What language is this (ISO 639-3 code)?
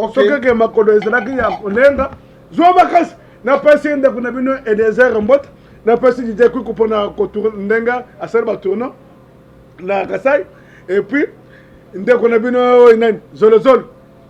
lin